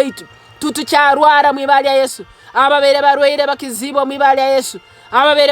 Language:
Nyoro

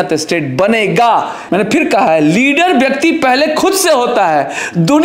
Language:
Hindi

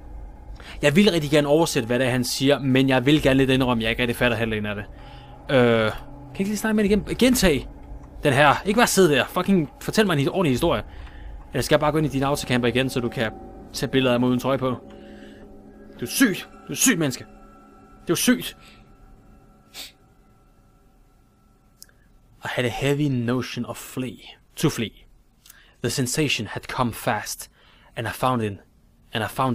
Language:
Danish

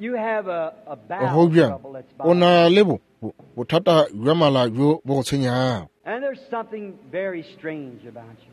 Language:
Northern Sotho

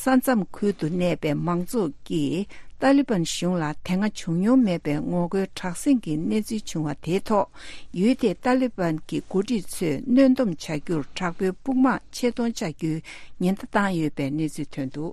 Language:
Tibetan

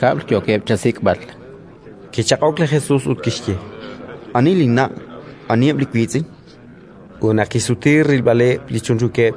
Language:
Kekchí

